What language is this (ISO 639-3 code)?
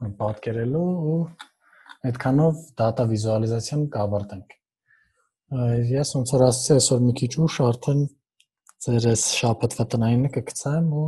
hye